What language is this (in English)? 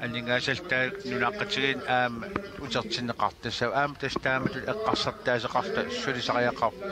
Kalaallisut